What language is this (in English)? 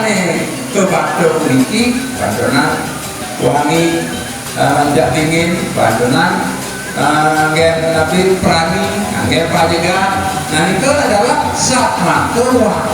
Balinese